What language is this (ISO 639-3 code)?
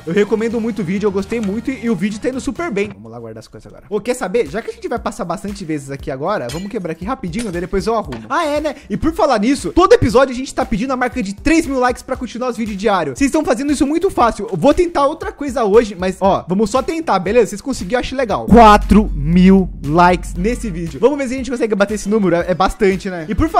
por